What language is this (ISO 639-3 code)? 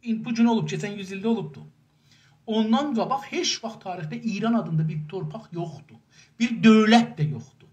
azb